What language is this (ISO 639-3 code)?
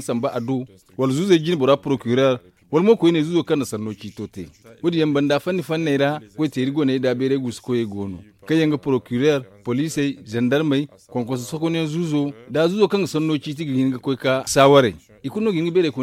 dje